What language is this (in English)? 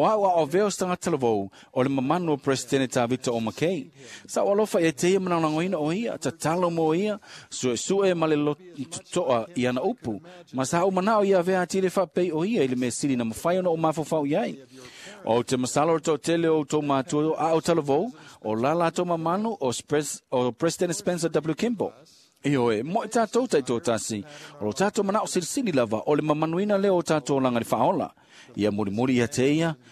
Samoan